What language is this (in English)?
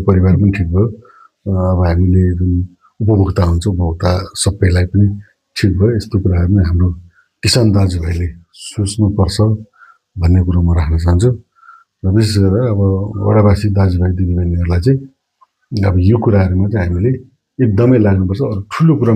Nepali